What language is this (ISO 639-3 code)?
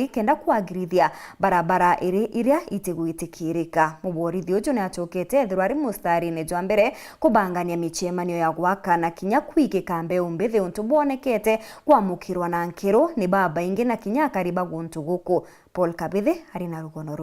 mer